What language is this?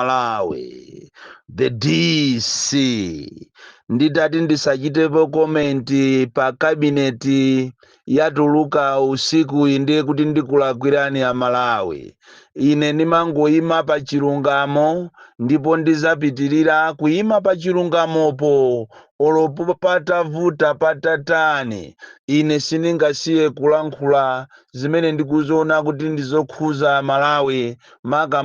Nyanja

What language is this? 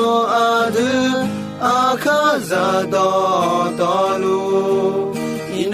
Akha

